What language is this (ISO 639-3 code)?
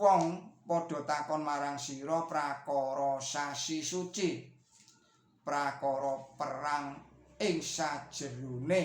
jav